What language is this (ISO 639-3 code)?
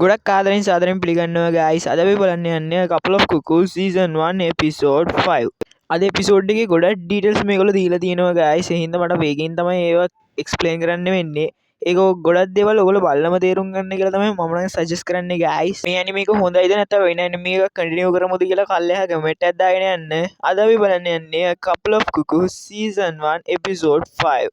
sin